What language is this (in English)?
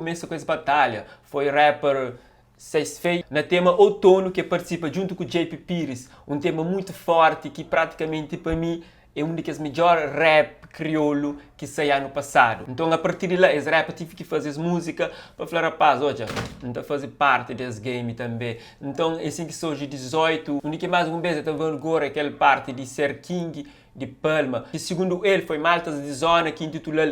Kabuverdianu